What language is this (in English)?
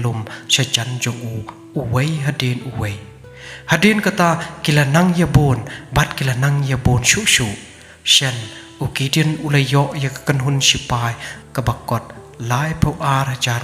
Khasi